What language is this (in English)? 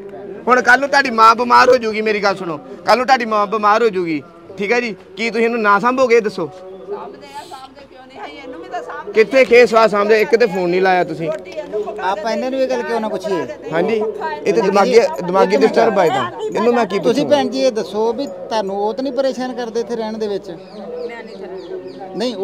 Punjabi